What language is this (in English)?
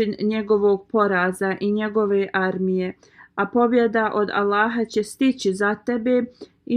Bosnian